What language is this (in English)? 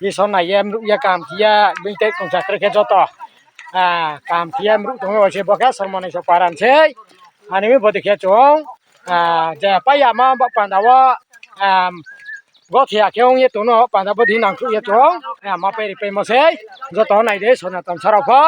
Riang (India)